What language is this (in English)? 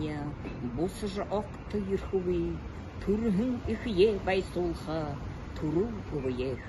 Buriat